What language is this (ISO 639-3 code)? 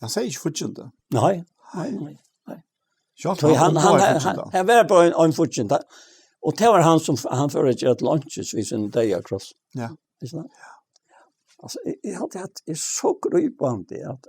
fao